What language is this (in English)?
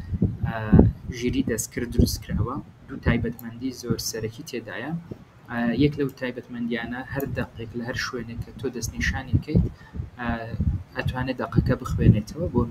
Central Kurdish